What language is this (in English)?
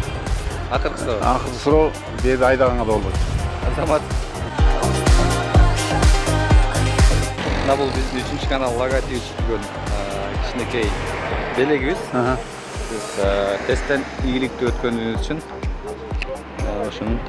Kyrgyz